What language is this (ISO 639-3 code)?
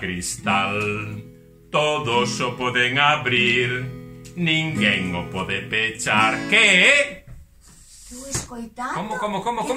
glg